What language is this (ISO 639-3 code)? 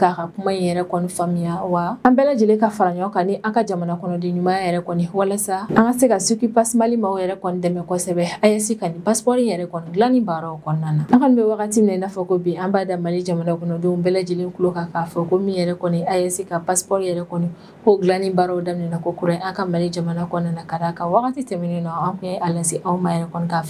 bam